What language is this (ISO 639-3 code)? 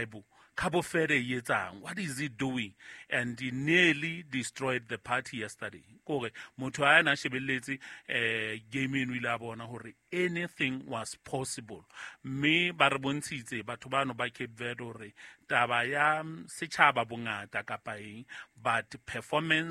sot